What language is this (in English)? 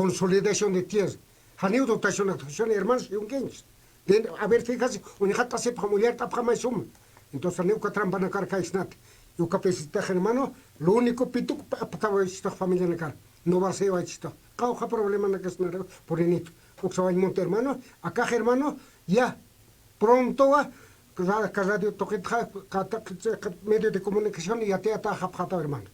Aymara